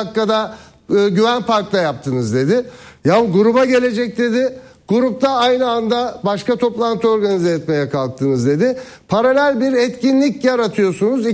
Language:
Turkish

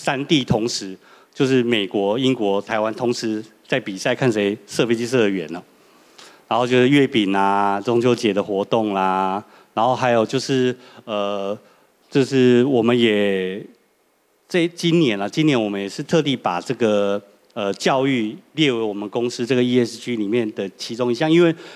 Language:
Chinese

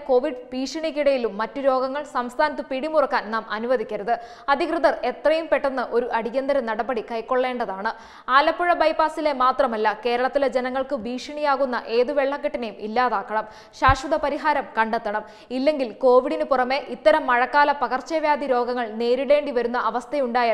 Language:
Malayalam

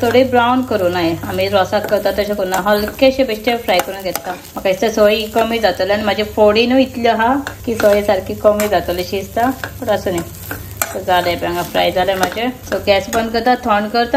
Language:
Konkani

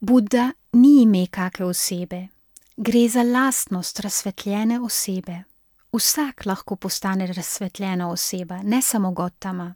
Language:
Slovenian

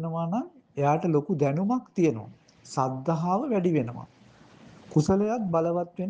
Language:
Sinhala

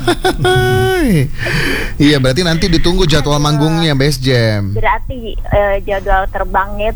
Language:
Indonesian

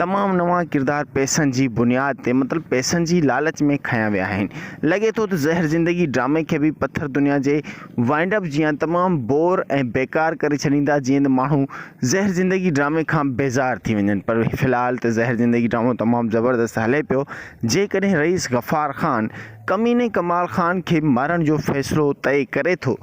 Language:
Sindhi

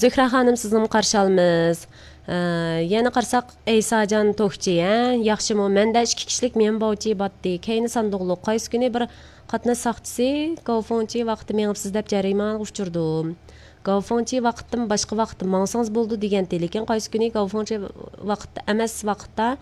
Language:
Uyghur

